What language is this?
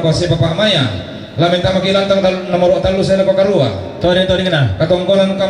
Toraja-Sa'dan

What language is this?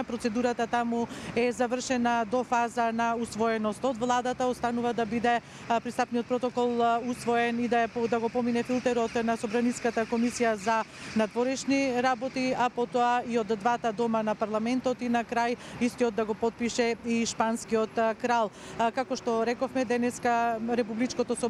Macedonian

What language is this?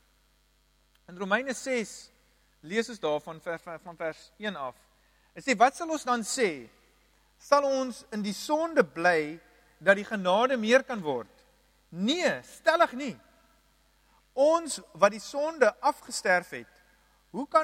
Afrikaans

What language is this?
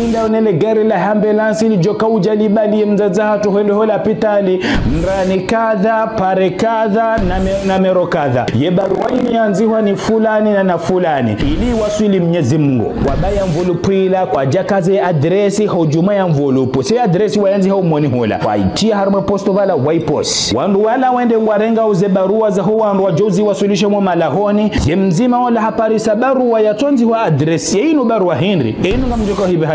Ngazidja Comorian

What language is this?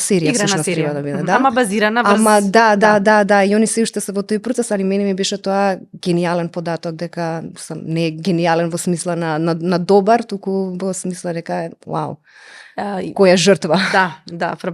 Macedonian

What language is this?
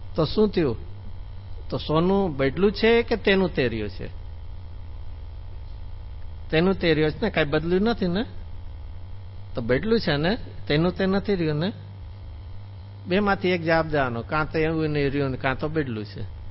Gujarati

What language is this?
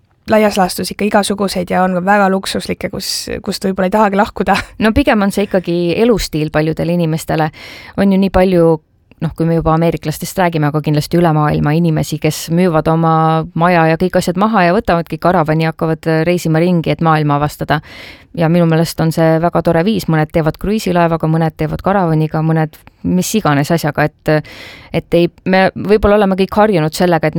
Estonian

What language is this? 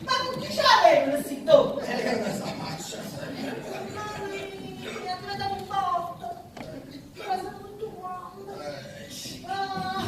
Neapolitan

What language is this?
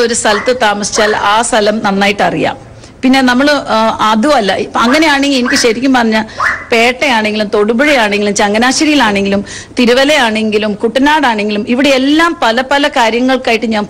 Malayalam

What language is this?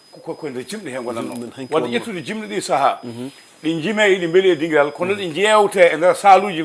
Fula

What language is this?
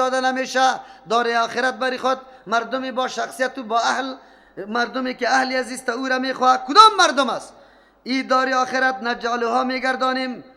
Persian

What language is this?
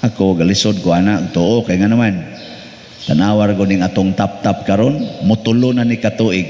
Cebuano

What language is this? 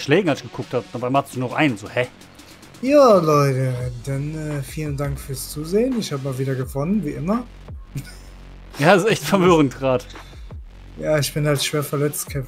German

